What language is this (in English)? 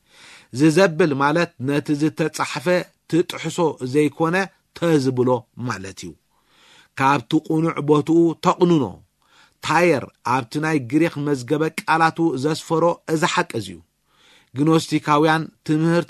Tigrinya